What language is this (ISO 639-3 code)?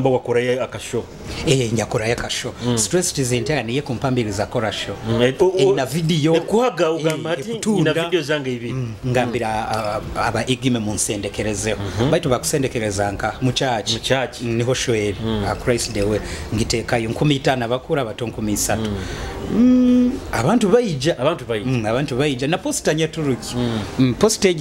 nyo